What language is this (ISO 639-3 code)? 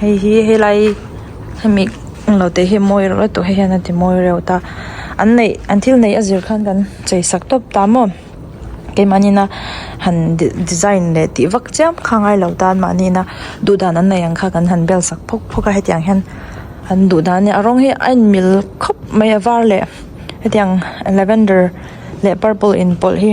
lus